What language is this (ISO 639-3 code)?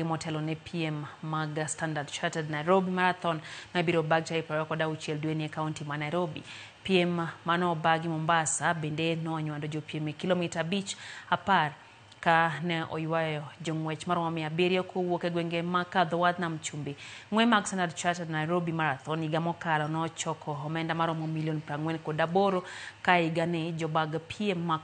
luo